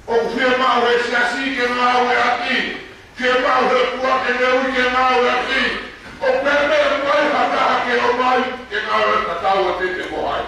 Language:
Tongan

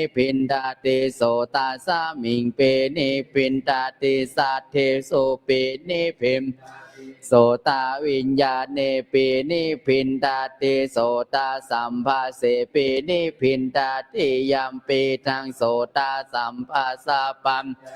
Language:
Pali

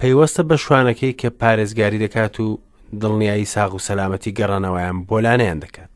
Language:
Central Kurdish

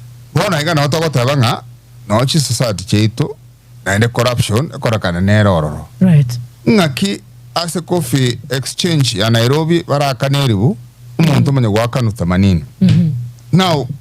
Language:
Gusii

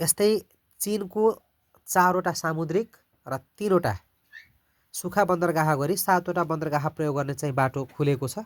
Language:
Nepali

